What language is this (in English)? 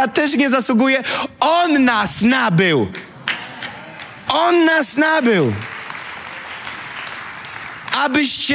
Polish